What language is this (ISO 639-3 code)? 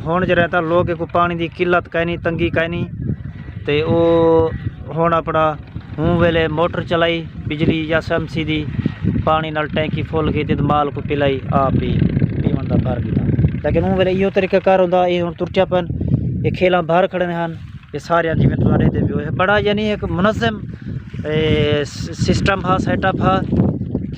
skr